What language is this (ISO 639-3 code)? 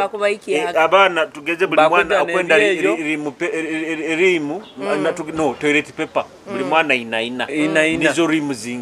nyo